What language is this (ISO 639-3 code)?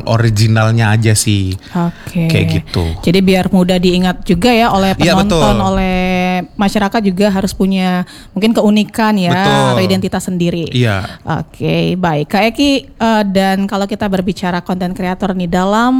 ind